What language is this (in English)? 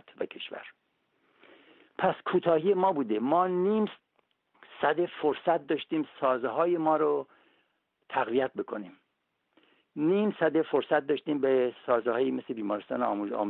Persian